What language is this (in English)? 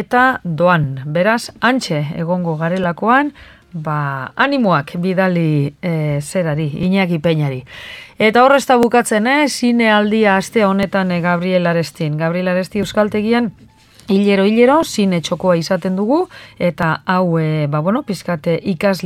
Basque